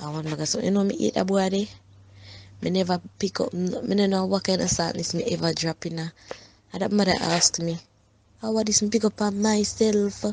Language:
Jamaican Creole English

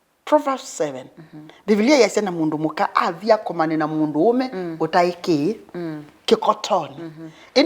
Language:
Kamba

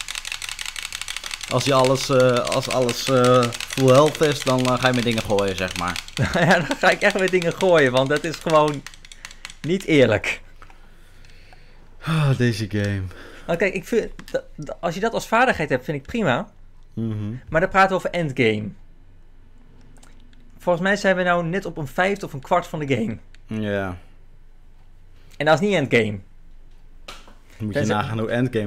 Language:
Dutch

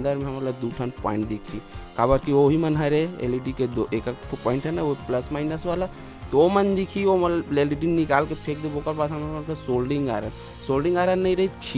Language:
Chhattisgarhi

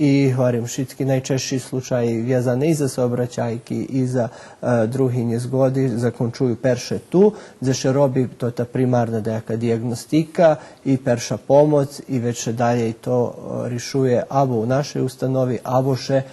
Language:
Rusyn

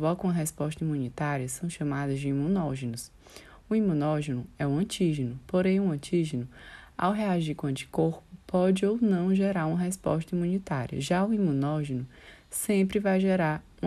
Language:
Portuguese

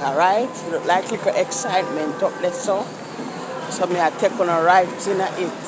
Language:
Jamaican Creole English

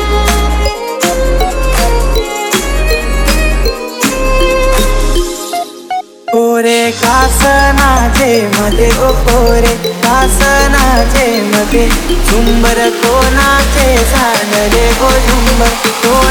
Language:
Marathi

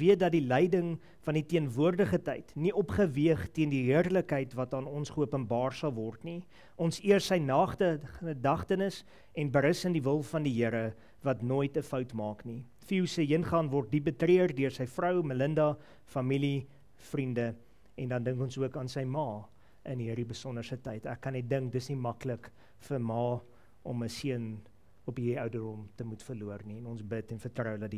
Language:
Afrikaans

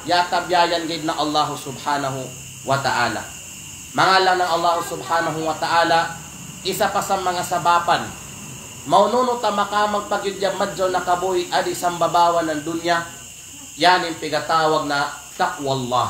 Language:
Kalagan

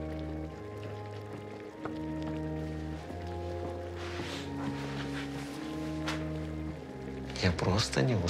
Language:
Russian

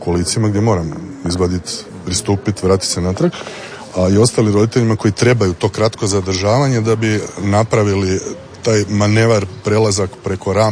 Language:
Croatian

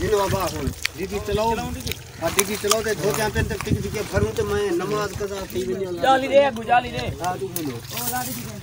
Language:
Saraiki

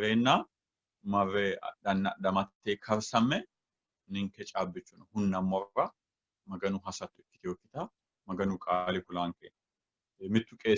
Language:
Sidamo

